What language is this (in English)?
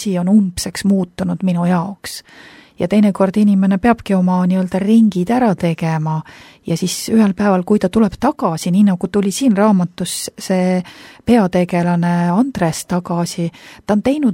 Estonian